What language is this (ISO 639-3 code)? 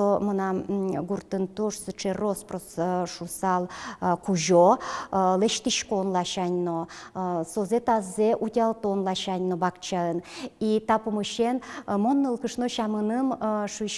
udm